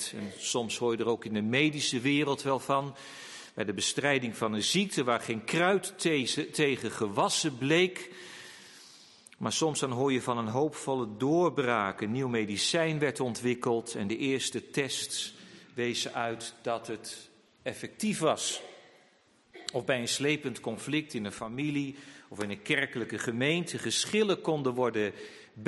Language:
Dutch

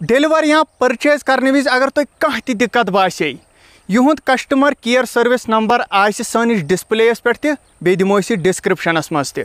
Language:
Kashmiri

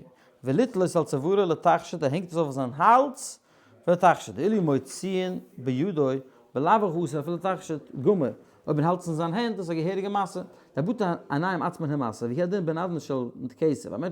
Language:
Yiddish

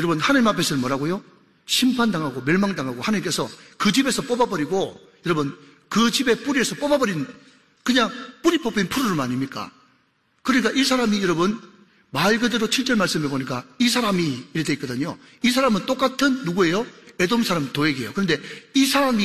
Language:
Korean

